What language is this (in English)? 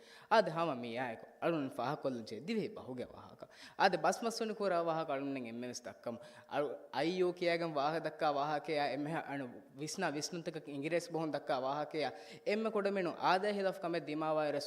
Divehi